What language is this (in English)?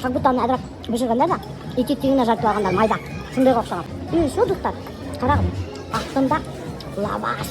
Bashkir